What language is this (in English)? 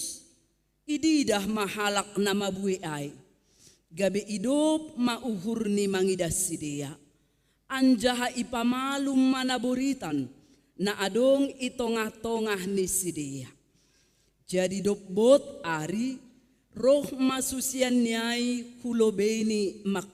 Batak Simalungun